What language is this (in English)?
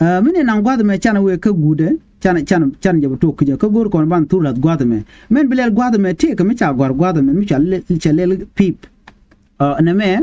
Nuer